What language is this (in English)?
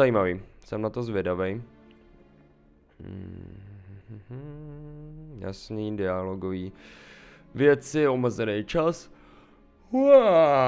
Czech